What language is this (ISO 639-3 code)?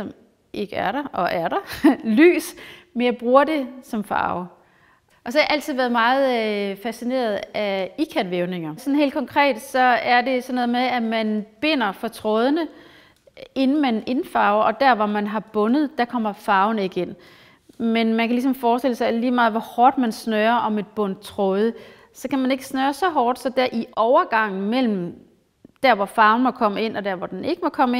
dan